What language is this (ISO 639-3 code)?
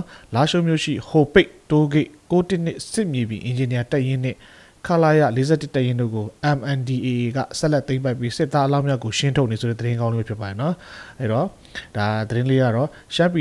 mya